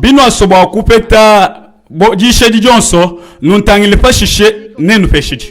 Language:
Luba-Lulua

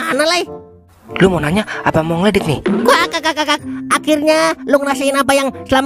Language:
Betawi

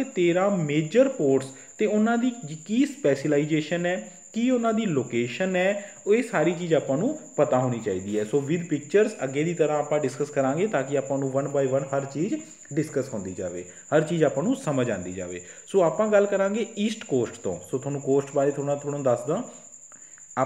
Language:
Punjabi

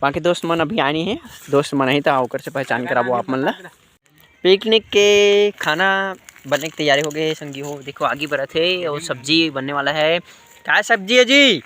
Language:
Chhattisgarhi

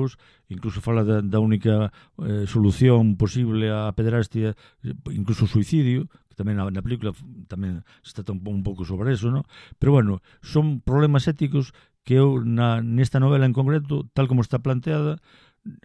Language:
Galician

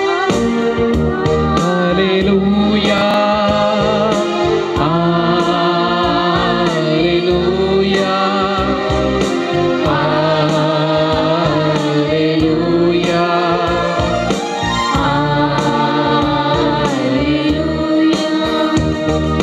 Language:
Tamil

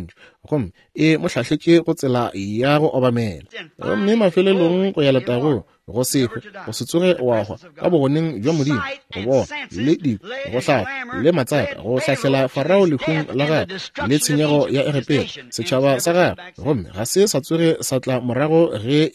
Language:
Northern Sotho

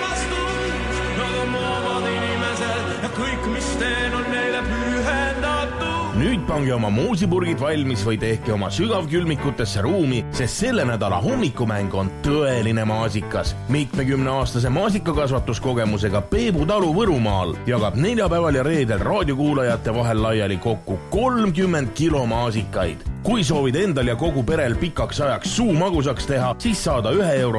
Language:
Estonian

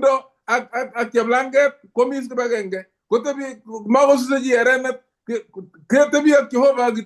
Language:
Kalenjin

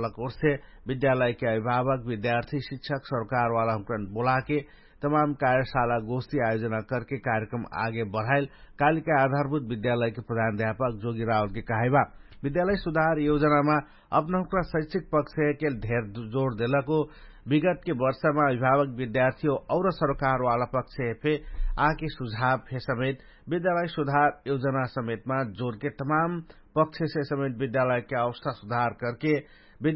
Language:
Dangaura Tharu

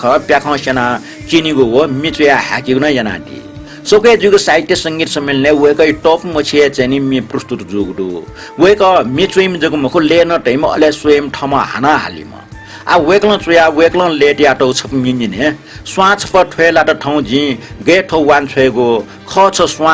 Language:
Newari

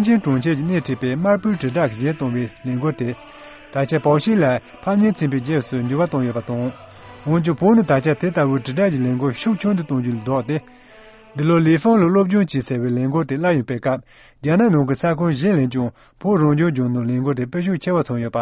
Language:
Tibetan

